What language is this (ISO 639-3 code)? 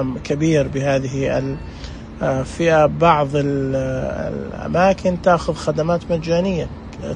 ars